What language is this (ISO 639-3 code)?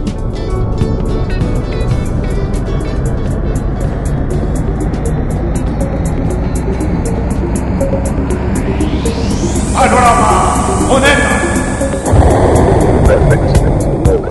eus